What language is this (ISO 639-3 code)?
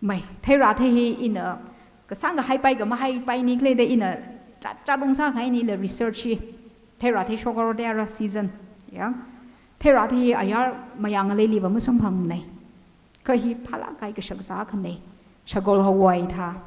nmf